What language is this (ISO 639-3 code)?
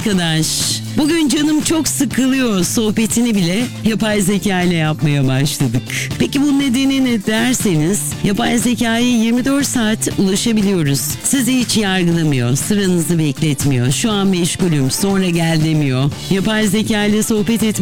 tur